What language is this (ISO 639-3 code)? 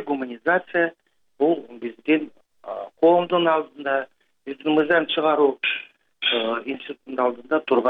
kir